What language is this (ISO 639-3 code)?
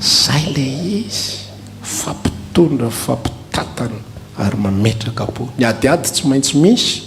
mlg